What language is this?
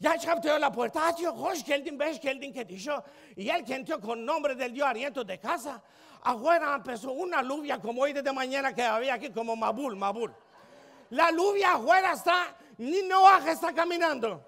Ladino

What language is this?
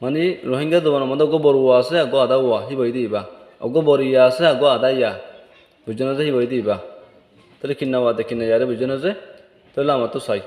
Rohingya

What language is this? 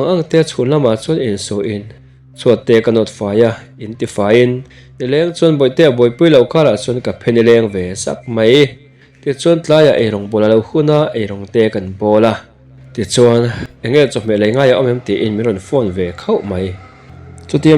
Mizo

